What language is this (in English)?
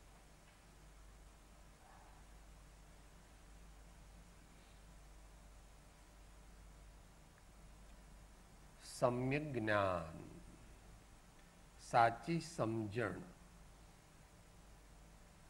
Gujarati